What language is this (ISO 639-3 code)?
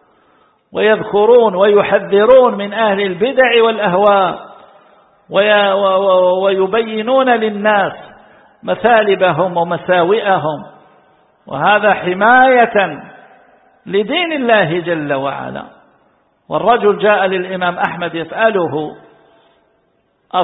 ara